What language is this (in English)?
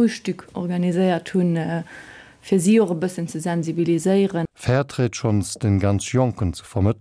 Luxembourgish